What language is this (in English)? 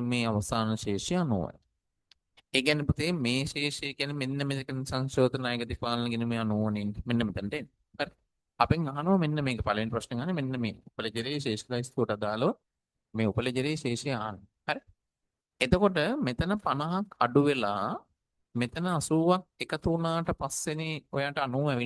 Sinhala